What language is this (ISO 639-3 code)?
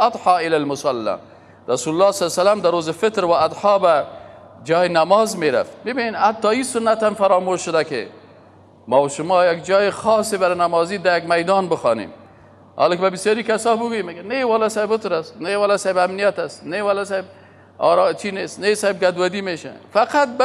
fas